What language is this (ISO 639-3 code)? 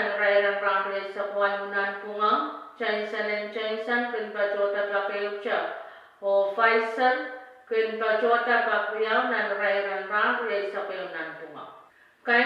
pon